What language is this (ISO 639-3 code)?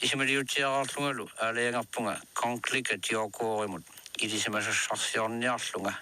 kal